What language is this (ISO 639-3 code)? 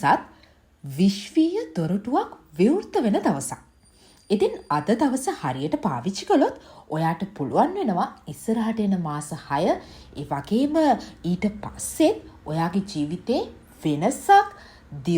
sin